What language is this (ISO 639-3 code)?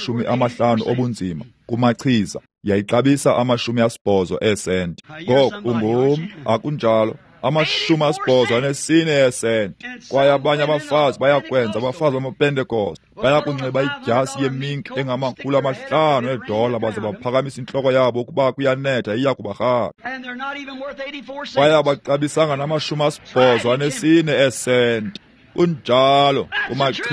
xho